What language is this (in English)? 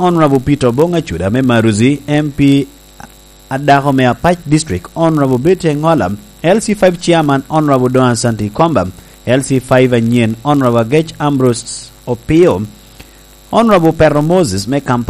Lango (Uganda)